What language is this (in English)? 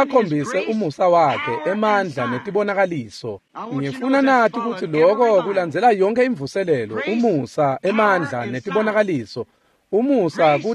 Swati